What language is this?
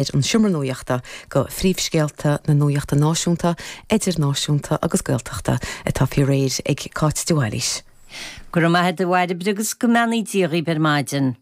Irish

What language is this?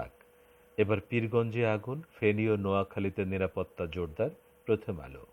Bangla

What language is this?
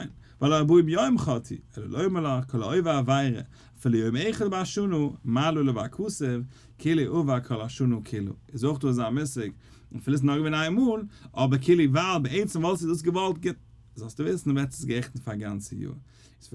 Yiddish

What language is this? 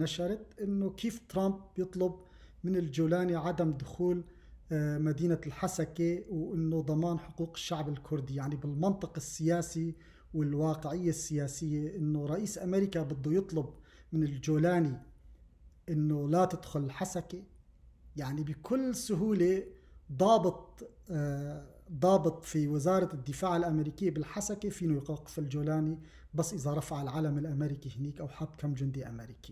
North Levantine Arabic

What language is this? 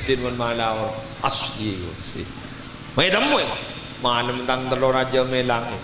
Madurese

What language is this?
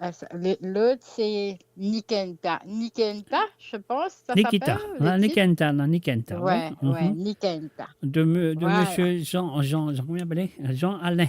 Morisyen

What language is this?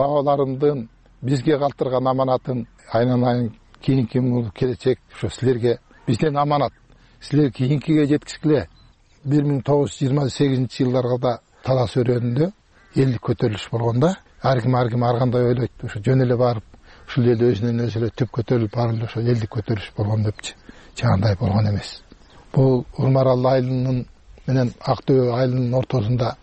Kyrgyz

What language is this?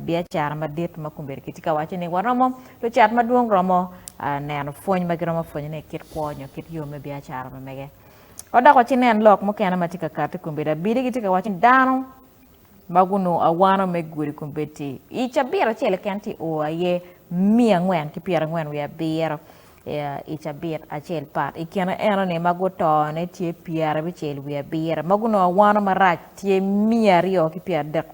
Acoli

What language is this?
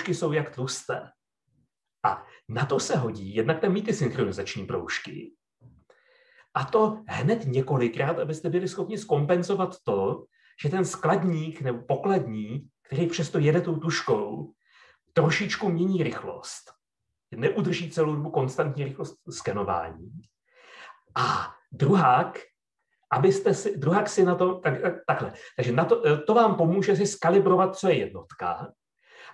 Czech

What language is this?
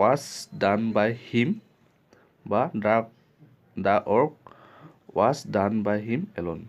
Assamese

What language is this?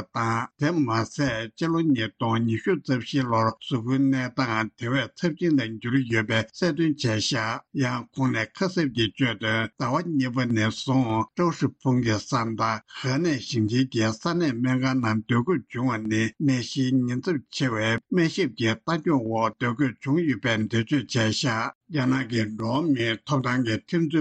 Tibetan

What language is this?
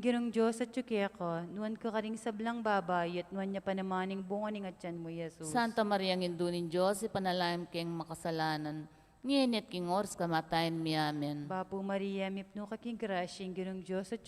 Pampanga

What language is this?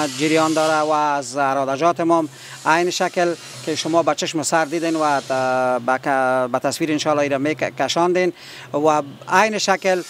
Persian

